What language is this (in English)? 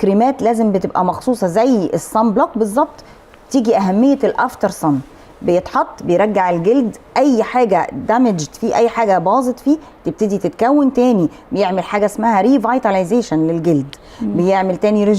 Egyptian Arabic